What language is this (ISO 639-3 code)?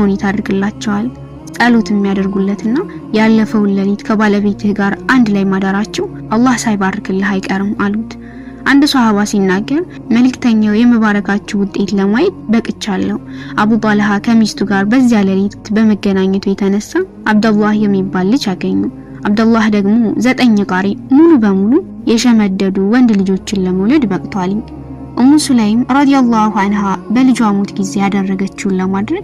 amh